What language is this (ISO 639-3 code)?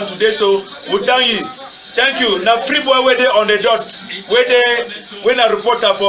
wes